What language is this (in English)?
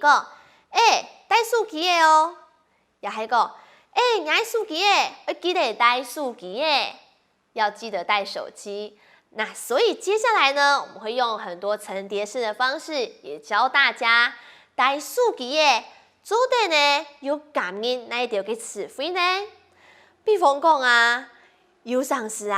Hakka Chinese